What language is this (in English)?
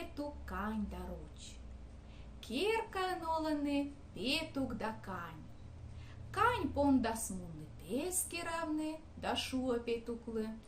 Komi